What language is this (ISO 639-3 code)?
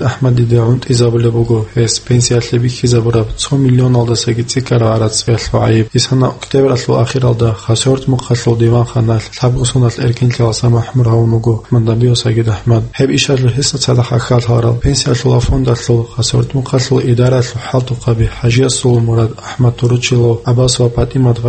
ava